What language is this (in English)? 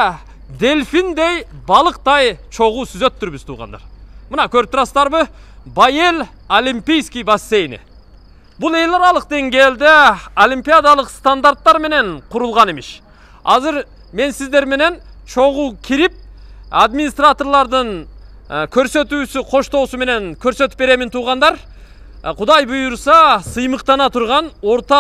Kyrgyz